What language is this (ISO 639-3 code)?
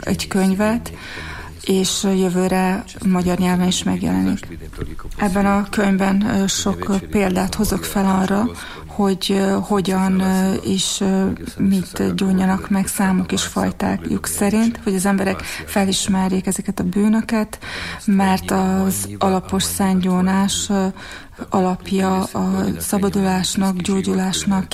hun